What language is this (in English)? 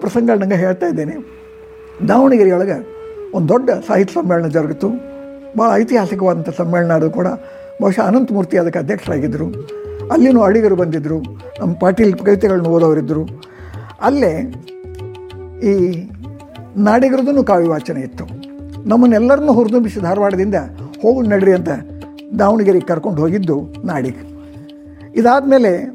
Kannada